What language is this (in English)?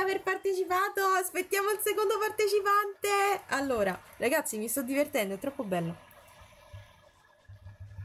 Italian